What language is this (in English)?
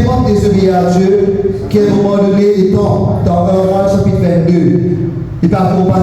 Morisyen